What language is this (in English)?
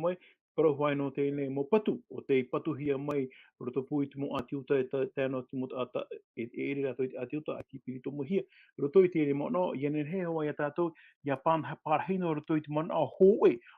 Tahitian